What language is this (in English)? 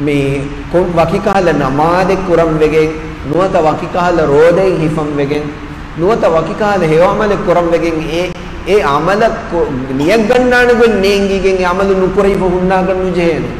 Divehi